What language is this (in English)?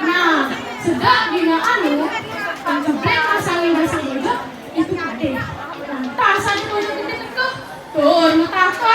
Balinese